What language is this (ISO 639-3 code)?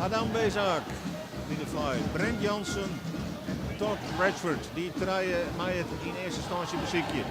fry